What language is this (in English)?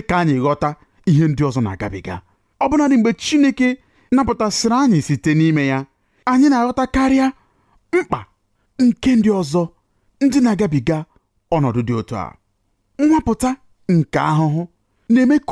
Igbo